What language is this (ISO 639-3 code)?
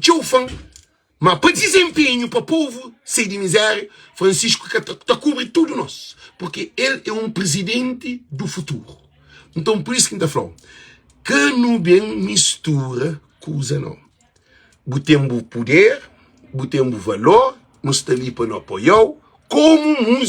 kea